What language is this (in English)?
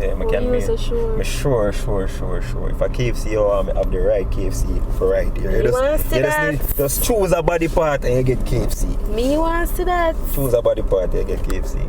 Jamaican Creole English